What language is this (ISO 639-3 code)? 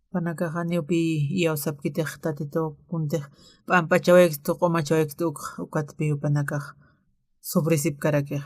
aym